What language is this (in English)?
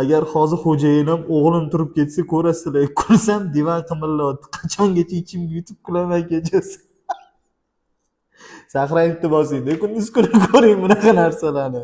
Uzbek